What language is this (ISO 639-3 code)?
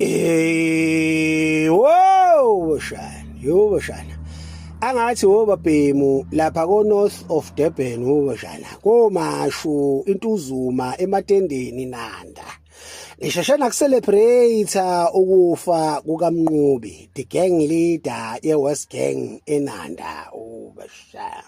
zul